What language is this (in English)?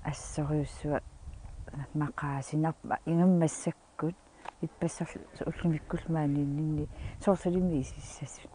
Kalaallisut